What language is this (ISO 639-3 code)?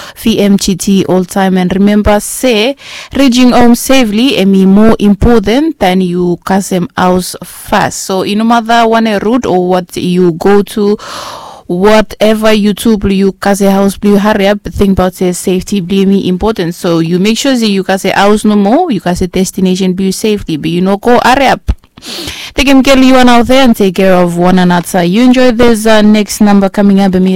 bis